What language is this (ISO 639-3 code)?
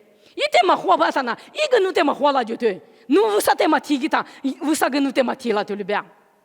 lis